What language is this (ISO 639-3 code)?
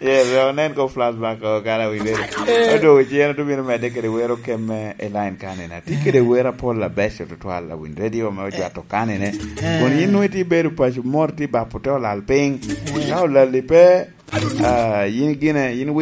laj